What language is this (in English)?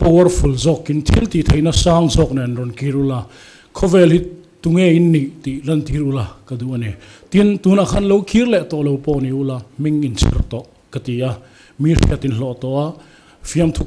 Mizo